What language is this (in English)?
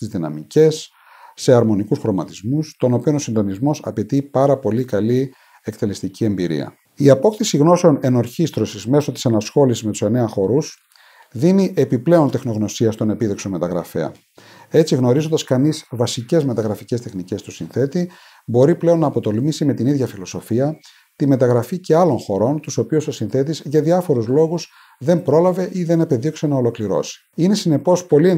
Greek